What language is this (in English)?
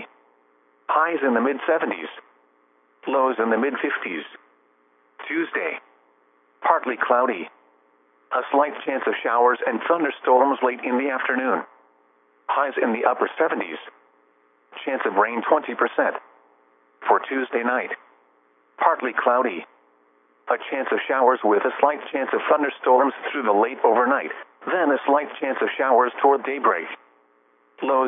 English